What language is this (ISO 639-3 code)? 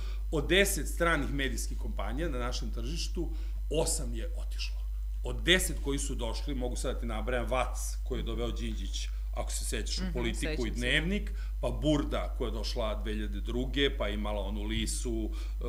srp